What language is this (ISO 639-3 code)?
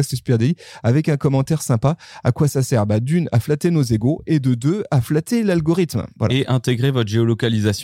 fra